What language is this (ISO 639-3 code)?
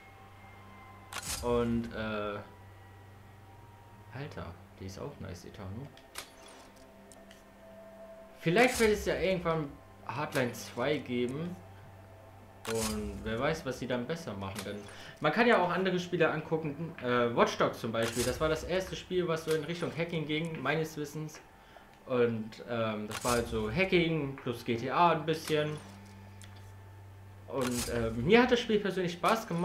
deu